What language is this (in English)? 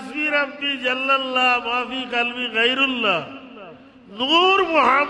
Sylheti